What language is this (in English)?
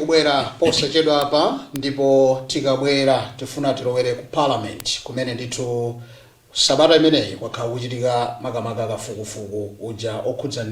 Nyanja